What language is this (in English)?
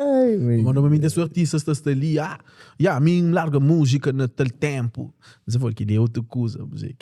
Kabuverdianu